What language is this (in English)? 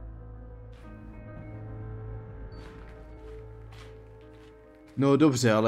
Czech